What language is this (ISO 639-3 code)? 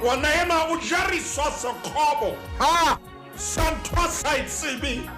sot